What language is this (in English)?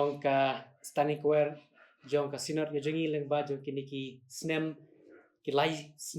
Khasi